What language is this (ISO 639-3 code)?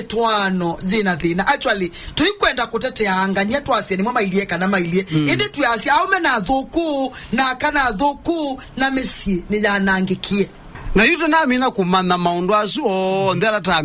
kam